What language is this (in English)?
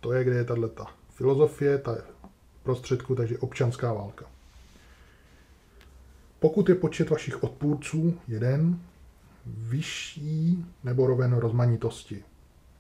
Czech